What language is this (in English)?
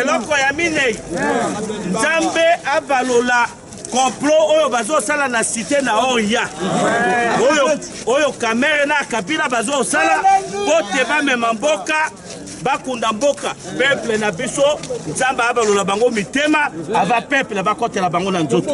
Lingala